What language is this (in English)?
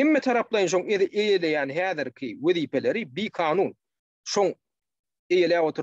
Turkmen